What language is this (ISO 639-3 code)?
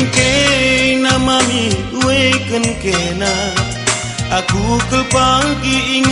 btx